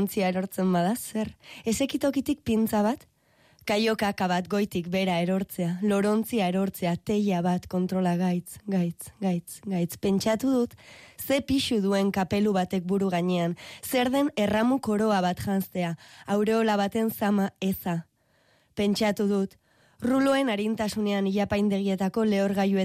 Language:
Basque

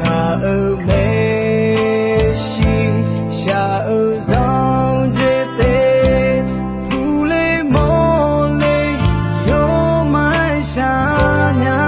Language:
Akha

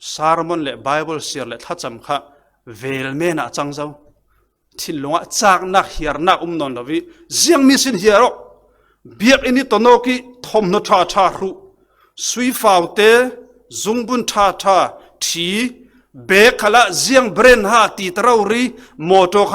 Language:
Falam Chin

